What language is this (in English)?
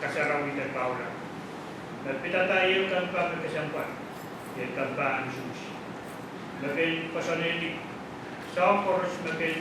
Pohnpeian